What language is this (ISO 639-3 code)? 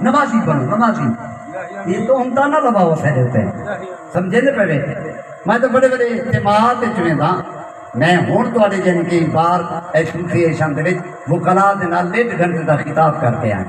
skr